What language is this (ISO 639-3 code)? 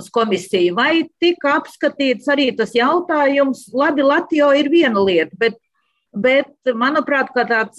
lav